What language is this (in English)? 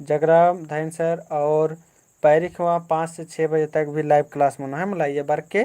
Kurukh